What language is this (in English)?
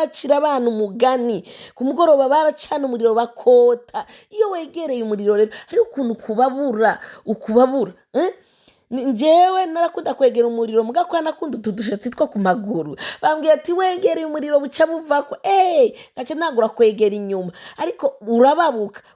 Rundi